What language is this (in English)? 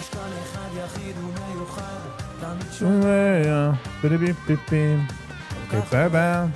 Yiddish